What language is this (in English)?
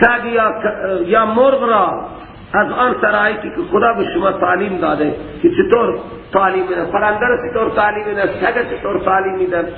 Persian